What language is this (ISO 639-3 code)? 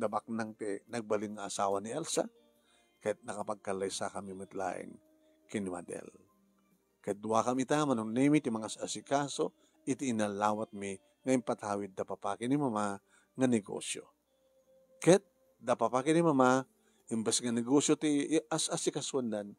ilo